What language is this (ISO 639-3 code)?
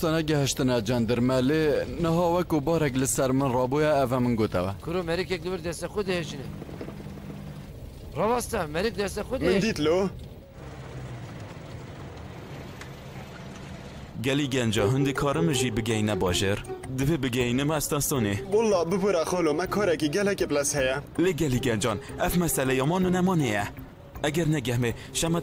kur